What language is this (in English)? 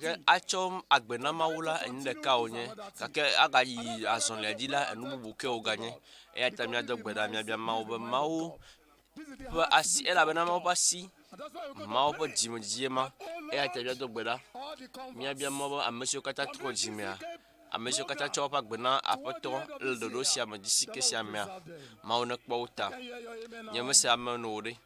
Ewe